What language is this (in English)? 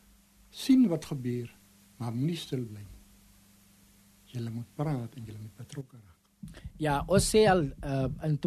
Afrikaans